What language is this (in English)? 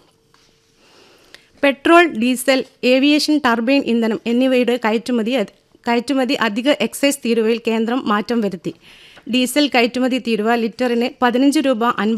Malayalam